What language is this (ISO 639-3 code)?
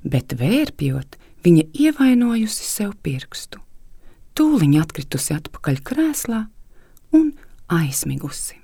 lav